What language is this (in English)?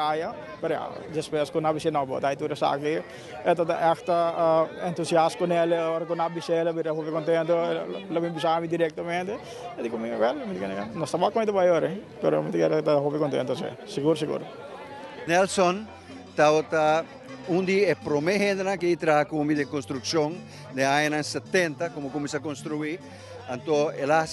Papiamento